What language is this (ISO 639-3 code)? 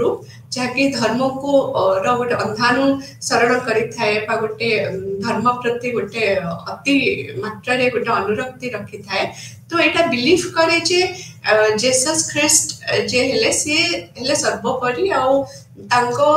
ori